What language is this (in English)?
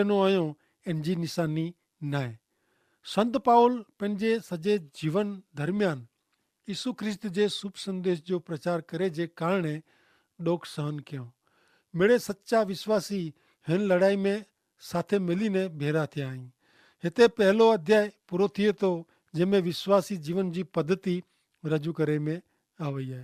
Kachhi